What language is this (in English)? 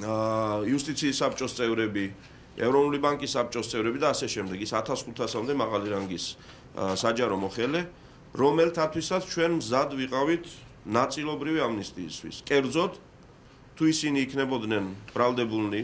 Georgian